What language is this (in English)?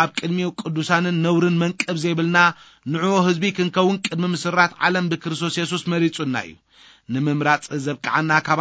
Tigrinya